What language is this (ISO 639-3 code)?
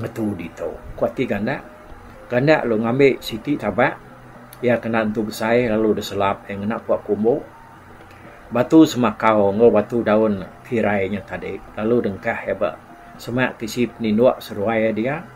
iba